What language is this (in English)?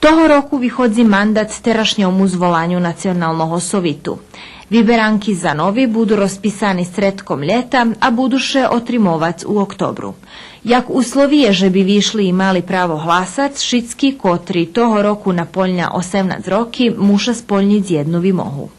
Rusyn